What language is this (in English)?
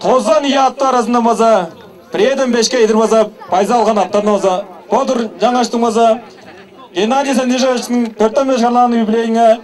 Tuvinian